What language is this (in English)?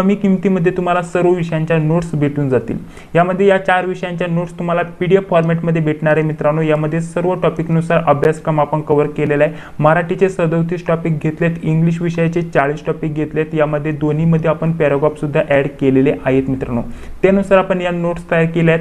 Marathi